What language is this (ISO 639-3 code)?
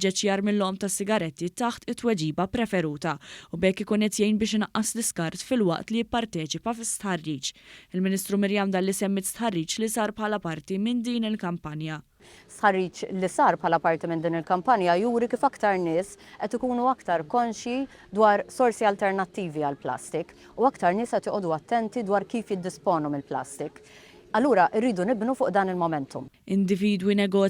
mlt